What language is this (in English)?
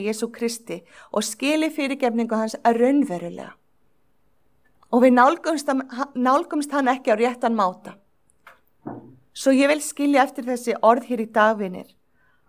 Icelandic